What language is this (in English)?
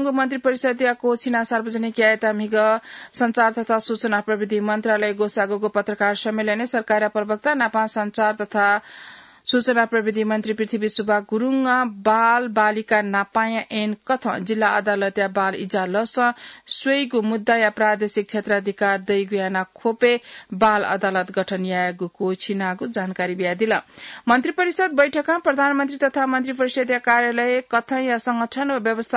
Newari